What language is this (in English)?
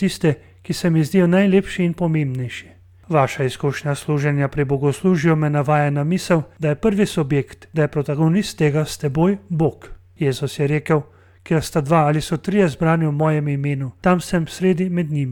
Slovenian